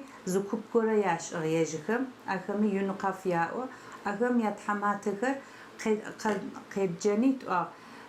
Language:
Adyghe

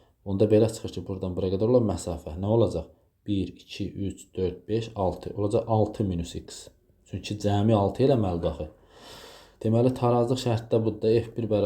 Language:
Azerbaijani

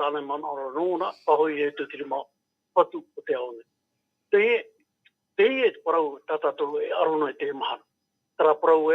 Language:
Tahitian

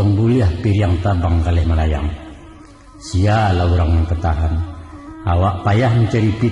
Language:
Minangkabau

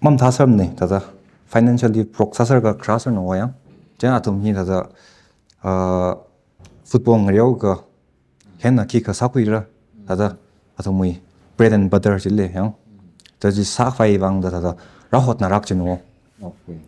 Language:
Tangkhul Naga (India)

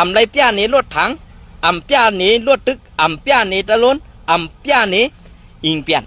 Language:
Shan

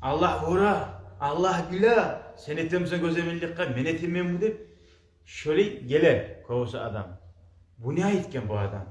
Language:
Kumyk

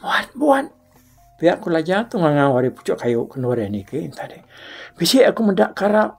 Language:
Iban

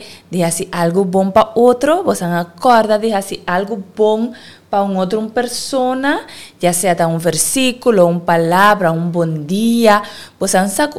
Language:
Papiamento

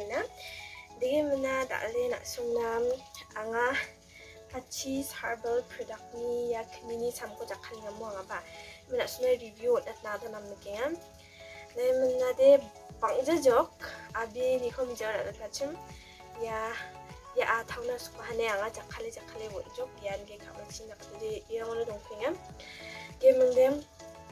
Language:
Garo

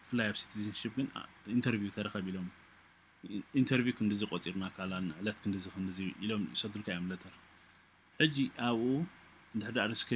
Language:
Tigrinya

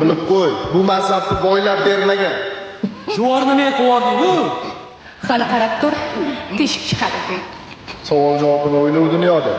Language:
Uzbek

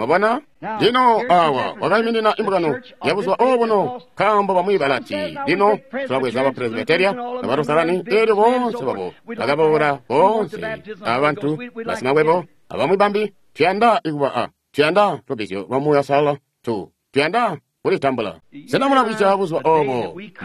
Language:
Tonga (Zambia)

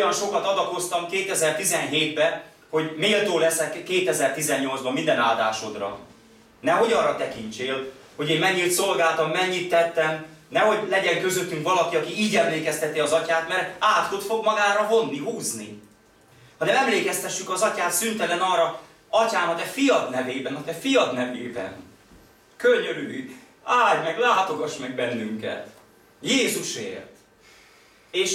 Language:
Hungarian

